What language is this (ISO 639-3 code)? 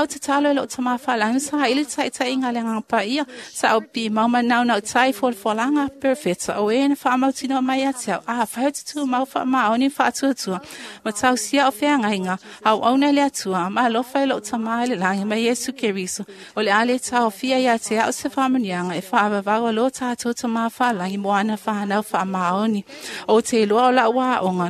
smo